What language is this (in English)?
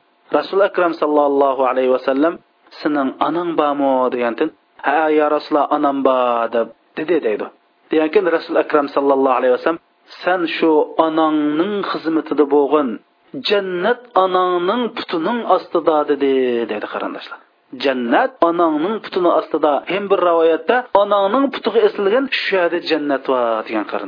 Uyghur